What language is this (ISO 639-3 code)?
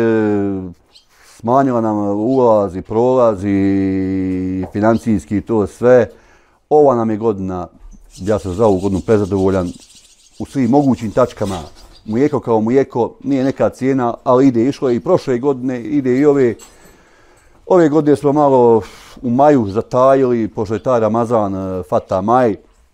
bos